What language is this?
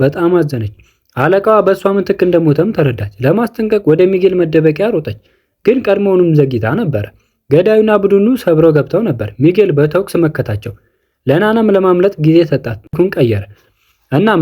Amharic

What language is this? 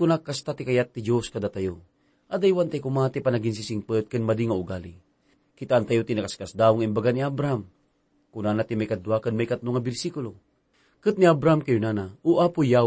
Iloko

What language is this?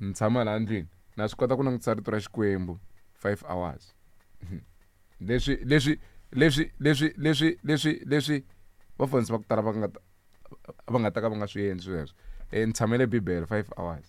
Tsonga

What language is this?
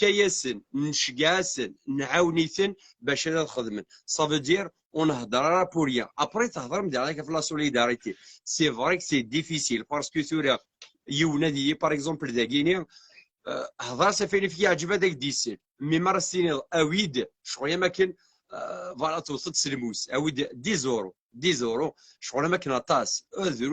Kabyle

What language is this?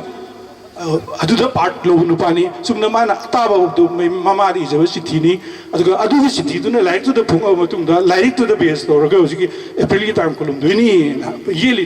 Manipuri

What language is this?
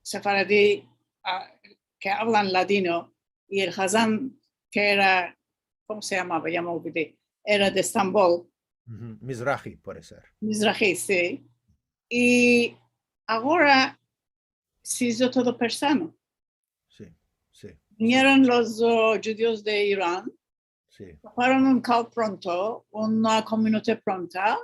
Ladino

